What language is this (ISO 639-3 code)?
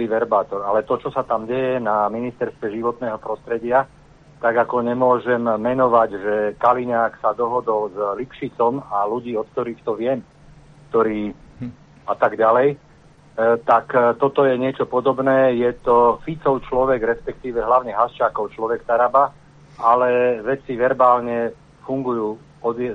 slk